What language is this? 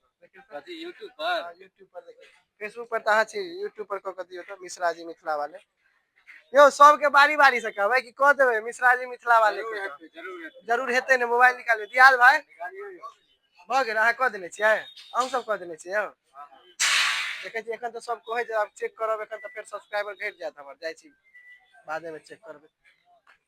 Maithili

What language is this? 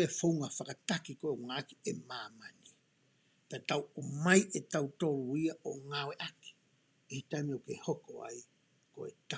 Tongan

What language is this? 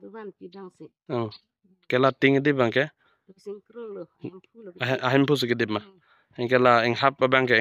Karbi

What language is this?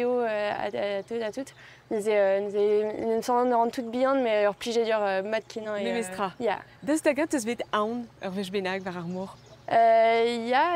Breton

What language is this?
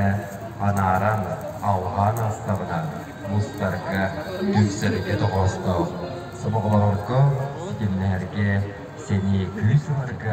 Yakut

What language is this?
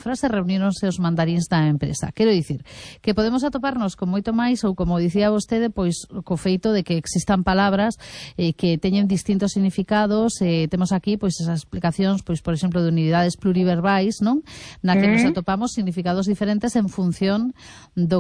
Galician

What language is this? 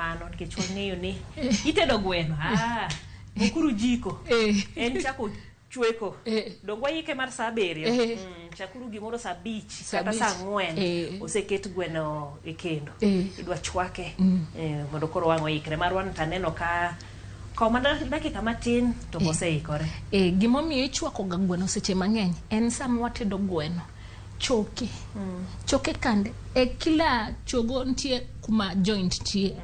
Luo (Kenya and Tanzania)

